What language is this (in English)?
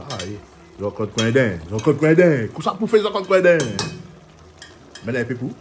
Réunion Creole French